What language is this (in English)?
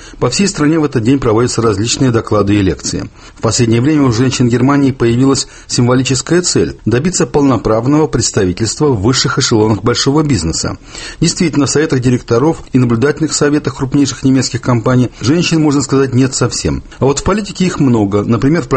Russian